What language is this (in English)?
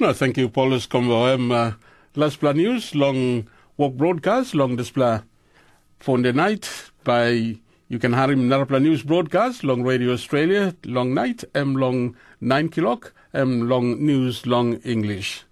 Tok Pisin